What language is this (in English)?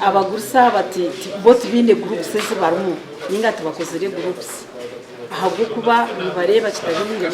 Nyankole